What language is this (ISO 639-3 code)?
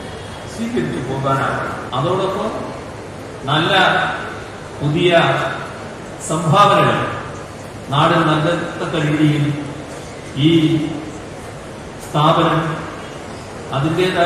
mal